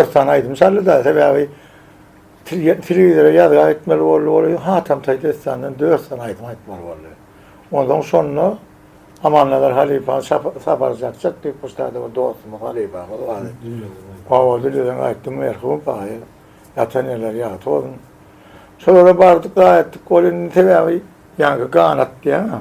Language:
Turkmen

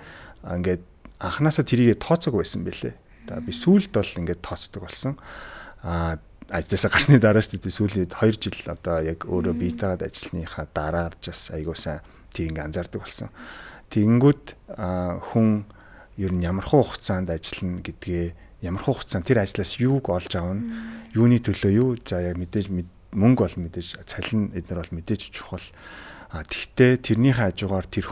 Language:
Mongolian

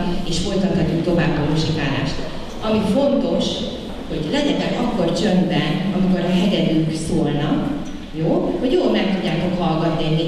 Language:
Hungarian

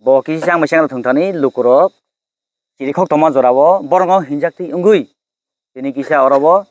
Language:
Kok Borok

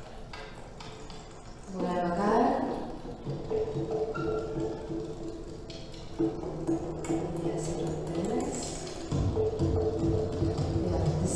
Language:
Estonian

